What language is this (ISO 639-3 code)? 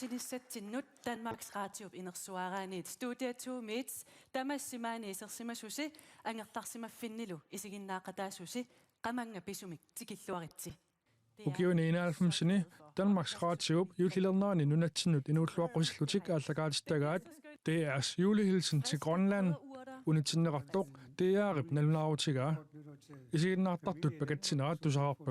kal